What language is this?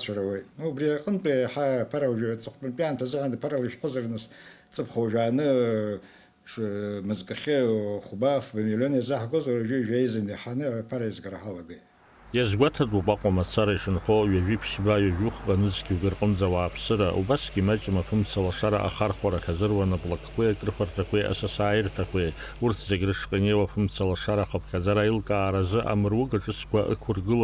Abkhazian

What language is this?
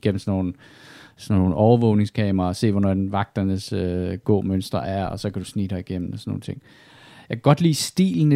Danish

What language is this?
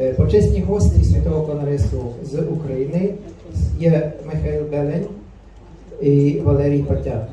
Rusyn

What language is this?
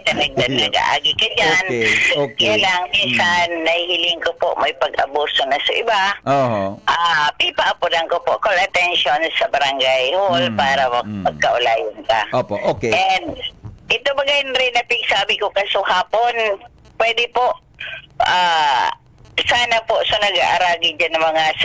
Bikol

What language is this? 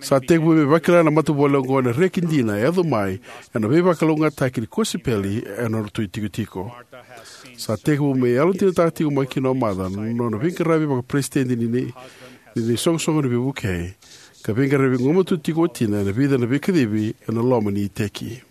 Fijian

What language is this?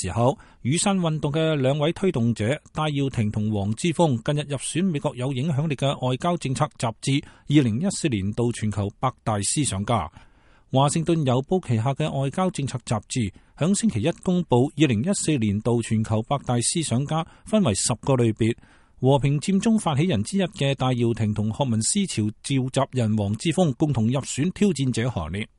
Cantonese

